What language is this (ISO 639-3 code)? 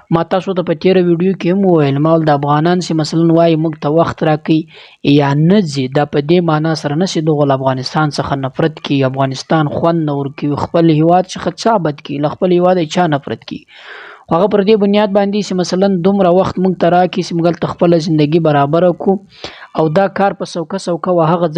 pus